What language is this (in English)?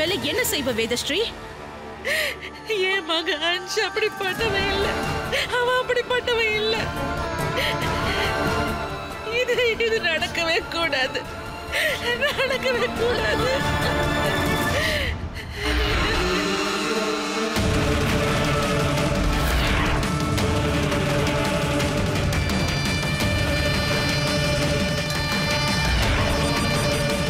Tamil